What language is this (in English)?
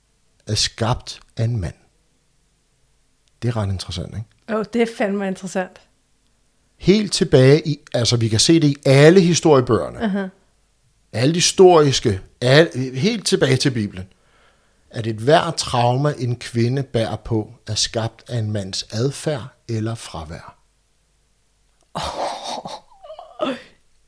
Danish